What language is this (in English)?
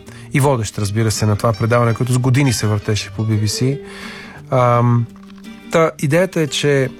Bulgarian